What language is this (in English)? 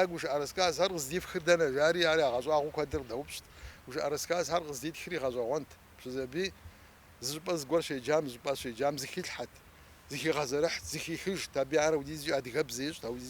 Kabardian